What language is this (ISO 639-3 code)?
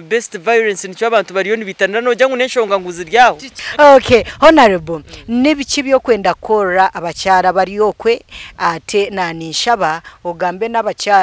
nyn